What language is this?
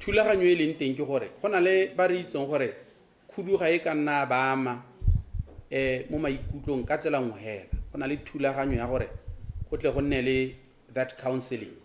Tswana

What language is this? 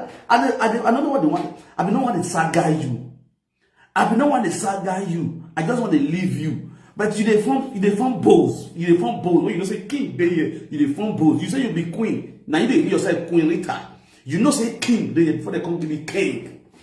Nigerian Pidgin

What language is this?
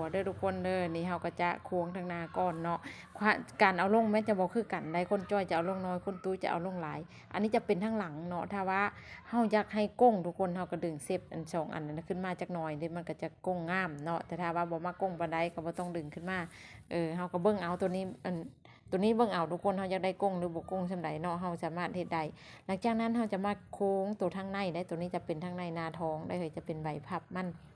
Lao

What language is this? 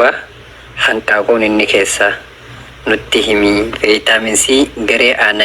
Oromo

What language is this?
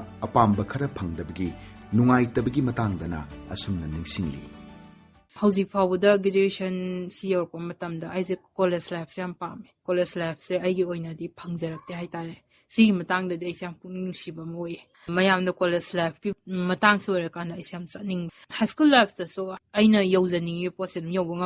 Manipuri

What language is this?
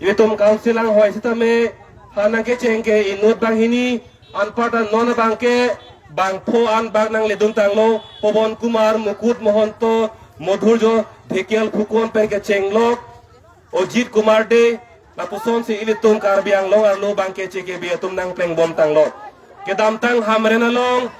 Karbi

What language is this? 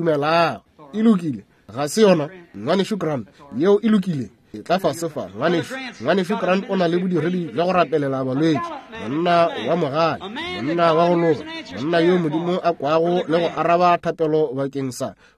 Northern Sotho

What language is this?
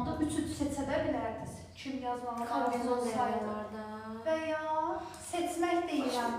Azerbaijani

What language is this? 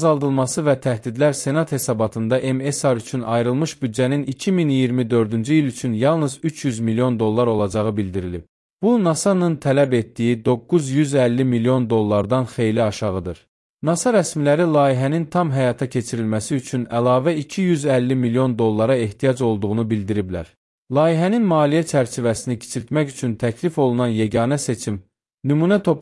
Azerbaijani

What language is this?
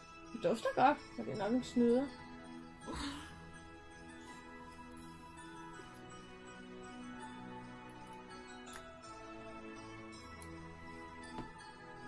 Danish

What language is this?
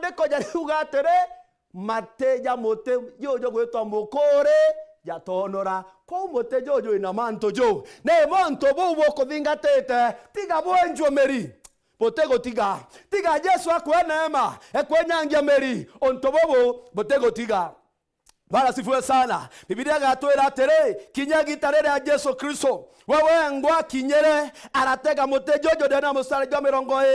Meru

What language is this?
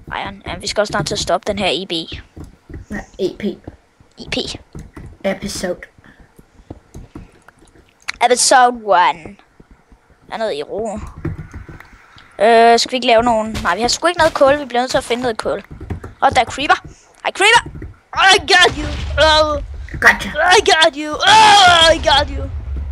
Danish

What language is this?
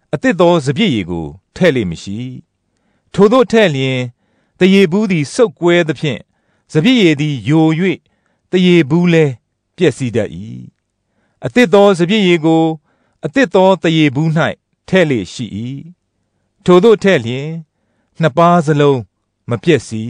Burmese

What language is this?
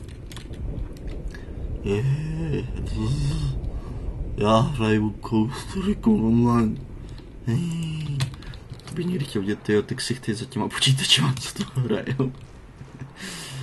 Czech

